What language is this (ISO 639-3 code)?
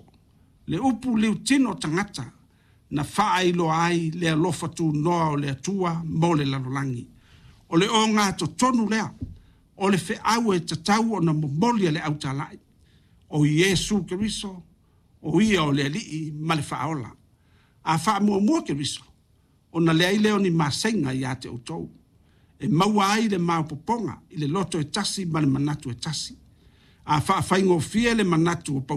smo